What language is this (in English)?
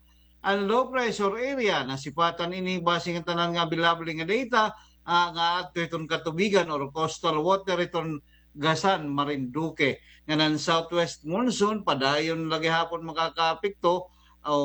Waray